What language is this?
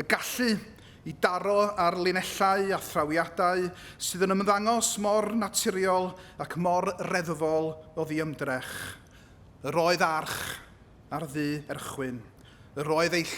Welsh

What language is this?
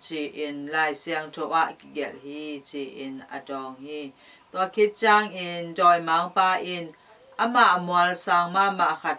Tedim Chin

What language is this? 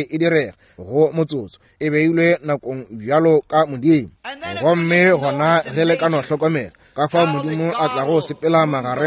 Northern Sotho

